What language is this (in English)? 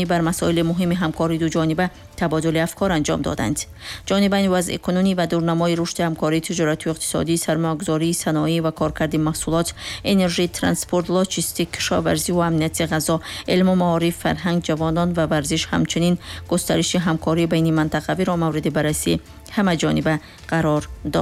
Tajik